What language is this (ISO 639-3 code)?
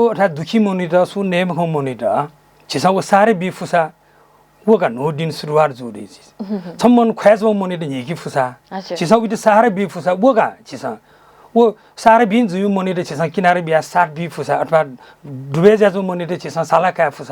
new